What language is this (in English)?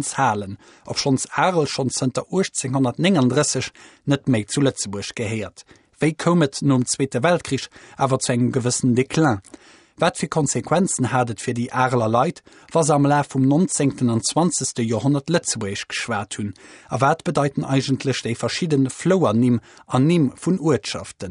Luxembourgish